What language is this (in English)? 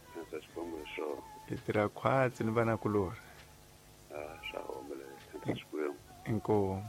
Tsonga